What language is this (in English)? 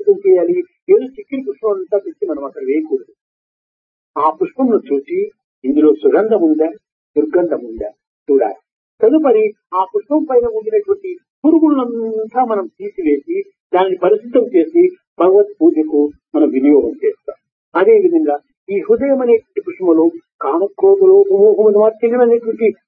Telugu